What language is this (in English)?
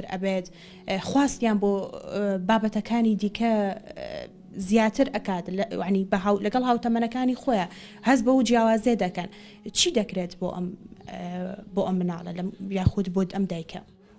Central Kurdish